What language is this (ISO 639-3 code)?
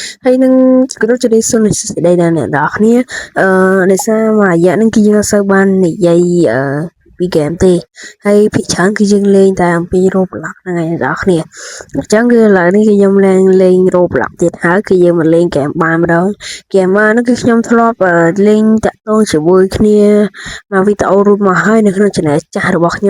khm